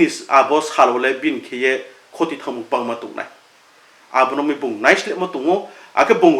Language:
Riang (India)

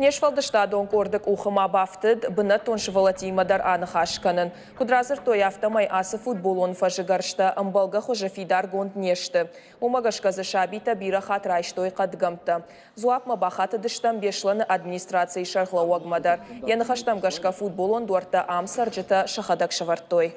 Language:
Ossetic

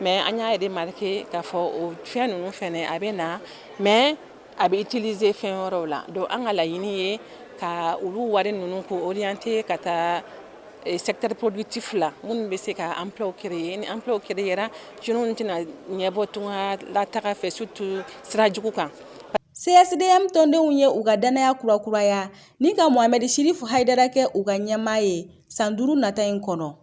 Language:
Bambara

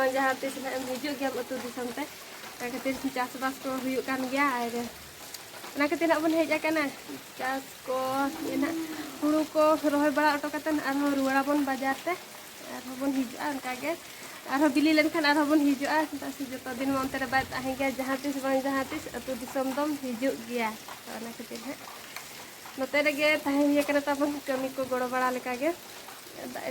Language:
Santali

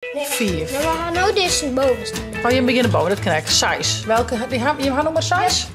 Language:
Western Frisian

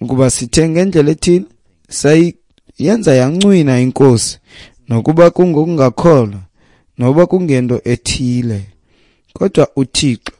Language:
Xhosa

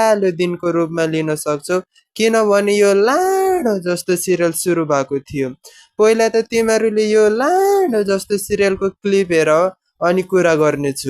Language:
Nepali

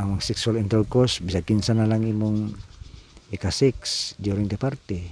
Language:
Cebuano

